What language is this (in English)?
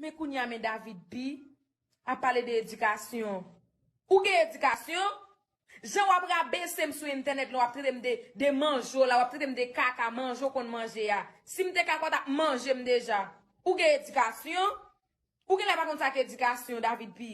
Haitian Creole